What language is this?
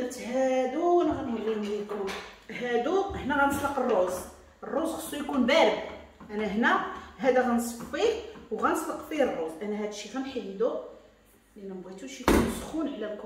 Moroccan Arabic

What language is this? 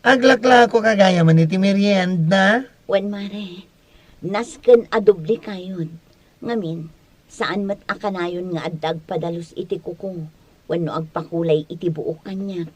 Iloko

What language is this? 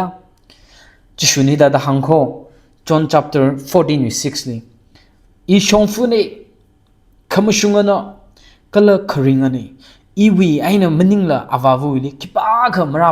Tangkhul Naga (India)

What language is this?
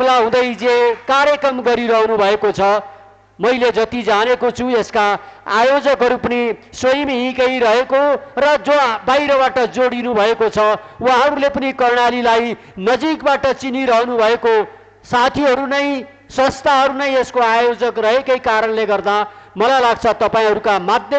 Nepali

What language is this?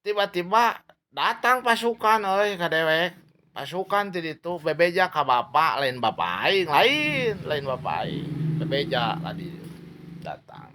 Sundanese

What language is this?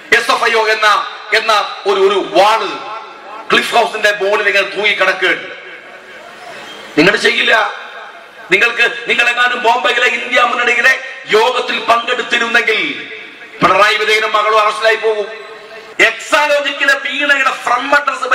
Malayalam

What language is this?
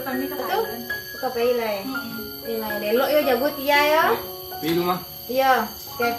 Minangkabau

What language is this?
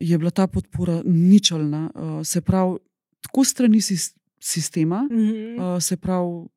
Slovenian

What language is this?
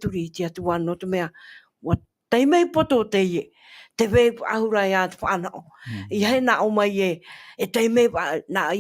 Tahitian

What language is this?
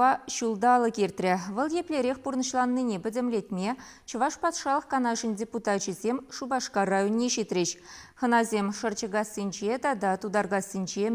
Chuvash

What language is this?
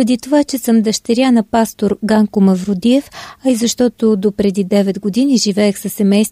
Bulgarian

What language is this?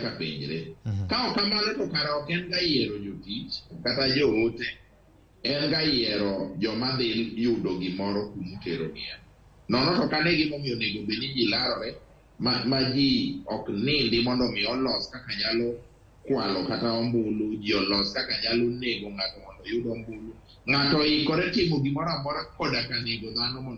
Luo (Kenya and Tanzania)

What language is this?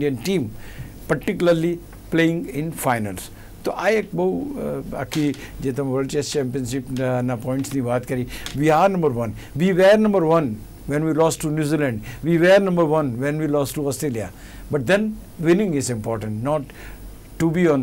Gujarati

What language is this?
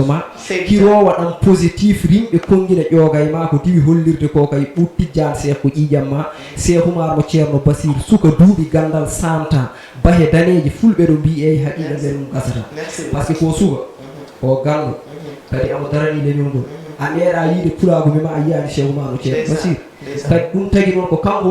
Fula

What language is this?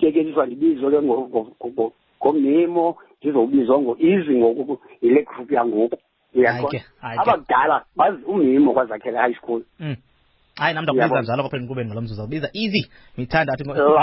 Xhosa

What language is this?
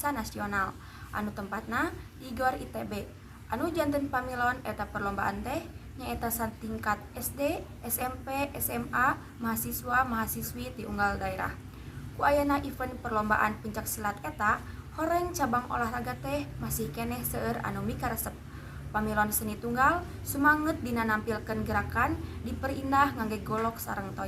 Sundanese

